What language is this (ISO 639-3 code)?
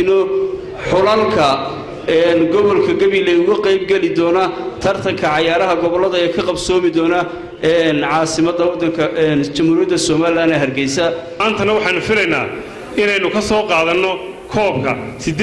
som